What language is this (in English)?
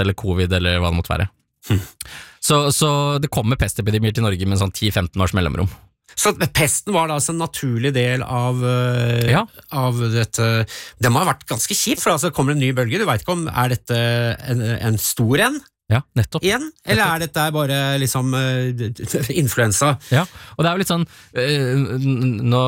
Norwegian